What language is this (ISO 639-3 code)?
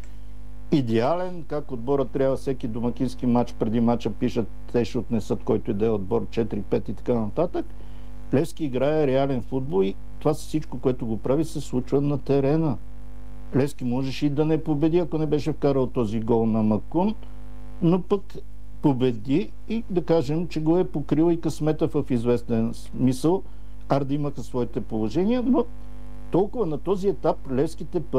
bul